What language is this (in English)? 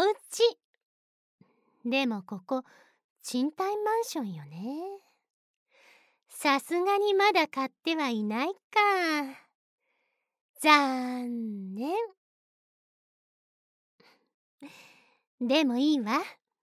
Japanese